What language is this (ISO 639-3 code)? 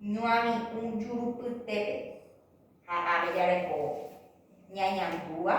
grn